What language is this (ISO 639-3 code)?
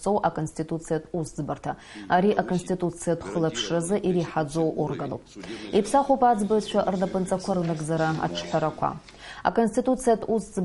abk